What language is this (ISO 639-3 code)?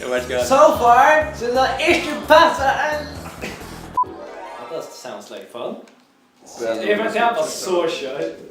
fao